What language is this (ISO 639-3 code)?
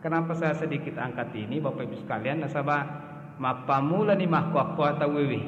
bug